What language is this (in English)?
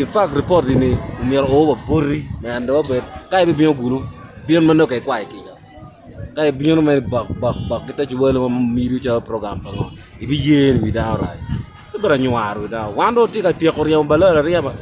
Acoli